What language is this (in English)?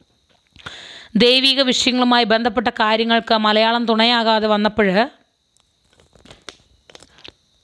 Malayalam